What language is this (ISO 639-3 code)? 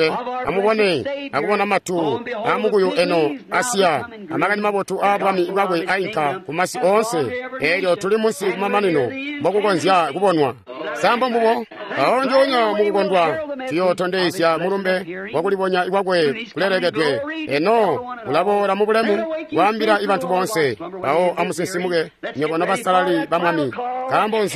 toi